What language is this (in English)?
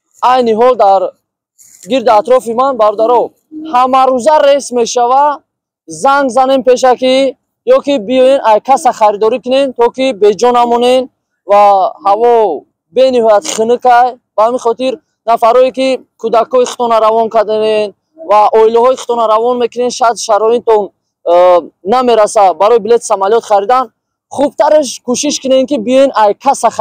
Tajik